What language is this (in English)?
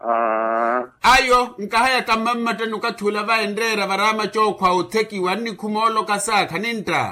Makhuwa